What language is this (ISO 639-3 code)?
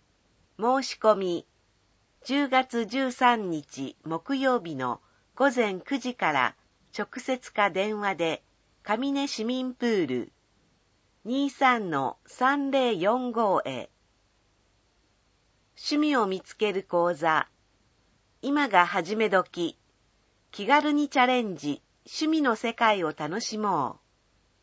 jpn